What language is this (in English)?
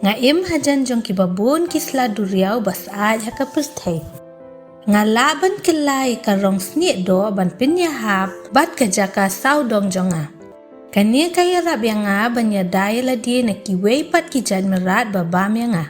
Khasi